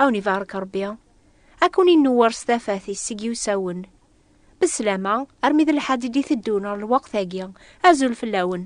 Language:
Kabyle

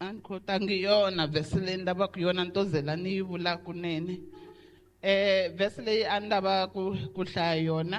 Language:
Tsonga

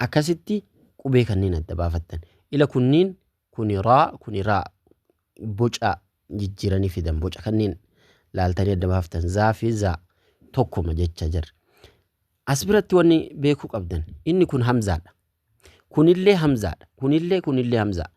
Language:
Oromo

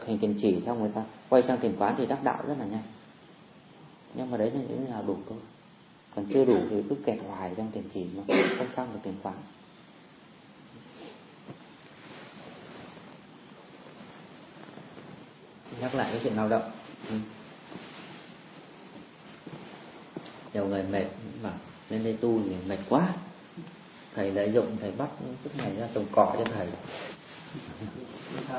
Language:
Vietnamese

